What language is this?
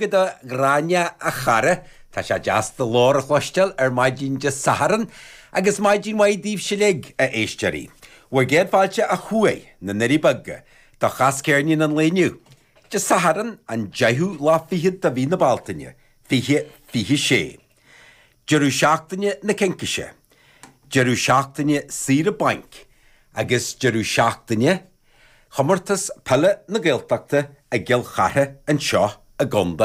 Irish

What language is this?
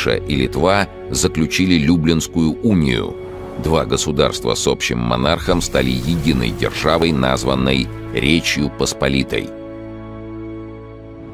Russian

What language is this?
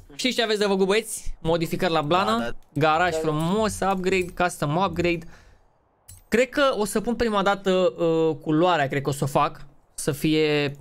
Romanian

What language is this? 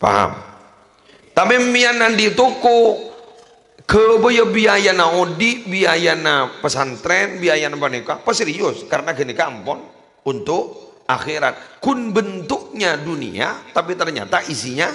Madurese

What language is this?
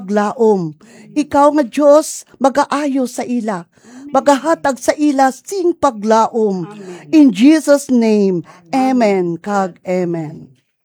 Hiligaynon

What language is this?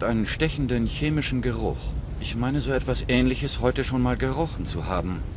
Bavarian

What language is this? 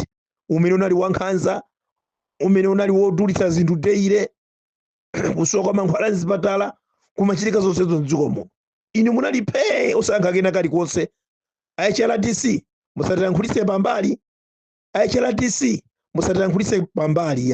Nyanja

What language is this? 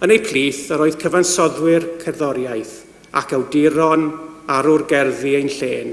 Welsh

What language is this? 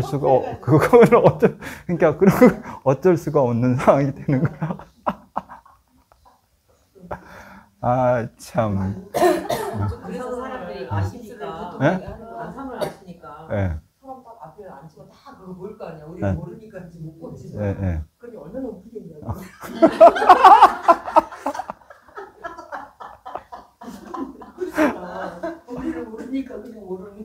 Korean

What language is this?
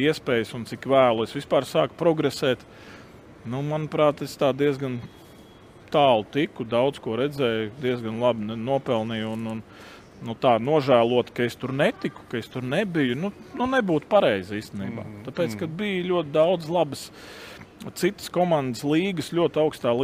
Latvian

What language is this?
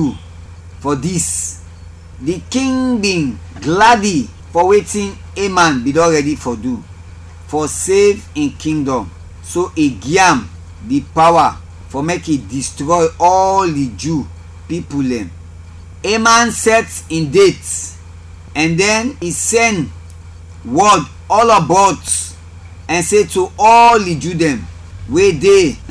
Krio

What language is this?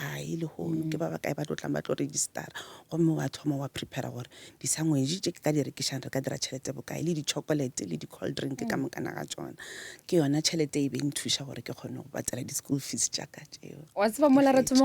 Northern Sotho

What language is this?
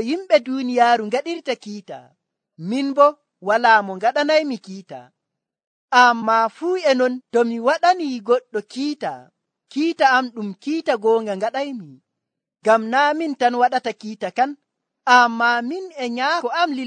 Nigerian Fulfulde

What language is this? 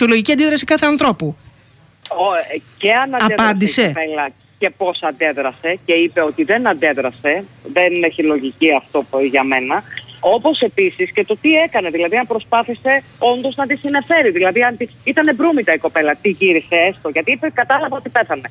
Greek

